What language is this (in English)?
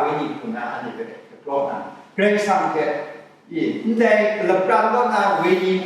Kachin